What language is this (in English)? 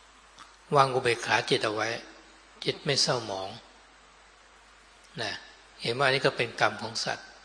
Thai